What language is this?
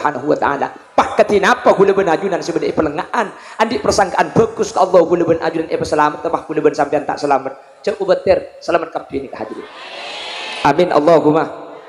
Madurese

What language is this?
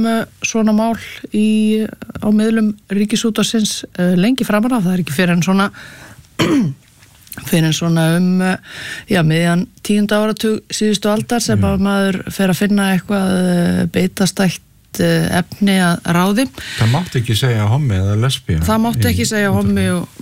Icelandic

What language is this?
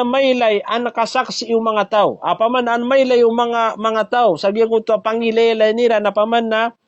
Maranao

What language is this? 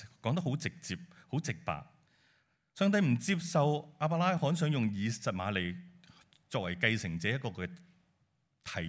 Cantonese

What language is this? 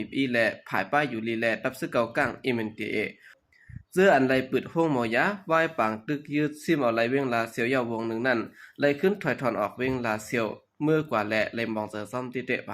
Shan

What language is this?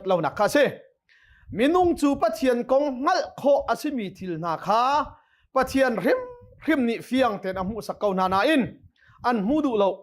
Hakha Chin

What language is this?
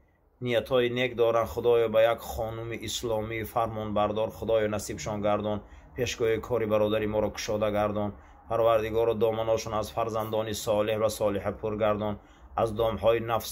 Tajik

